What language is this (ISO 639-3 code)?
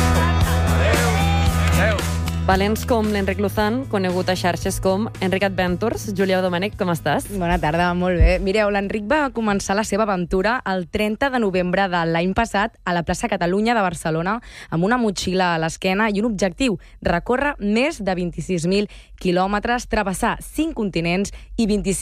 cat